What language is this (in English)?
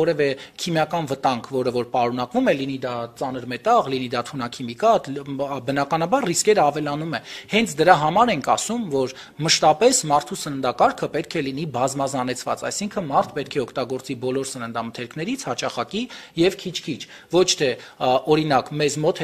Armenian